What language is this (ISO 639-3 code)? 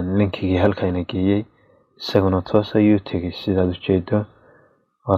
som